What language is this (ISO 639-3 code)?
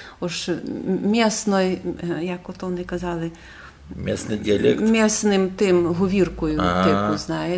rue